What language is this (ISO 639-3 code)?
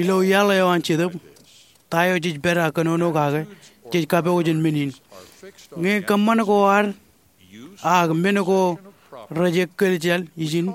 mah